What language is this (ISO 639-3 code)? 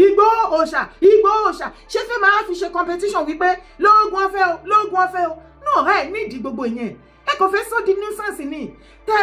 yor